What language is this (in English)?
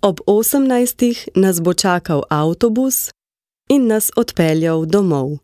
Slovenian